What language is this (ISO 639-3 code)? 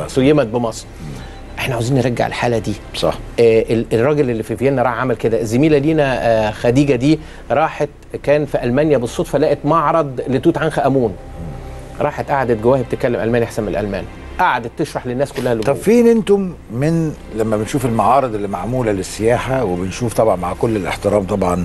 arz